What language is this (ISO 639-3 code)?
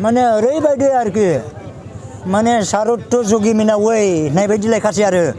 brx